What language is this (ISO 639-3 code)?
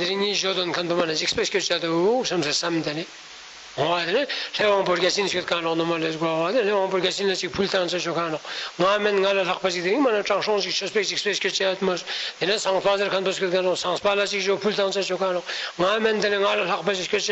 lbj